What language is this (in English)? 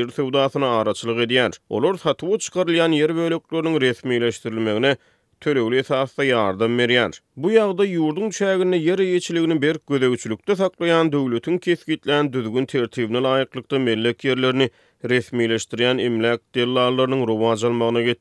Turkmen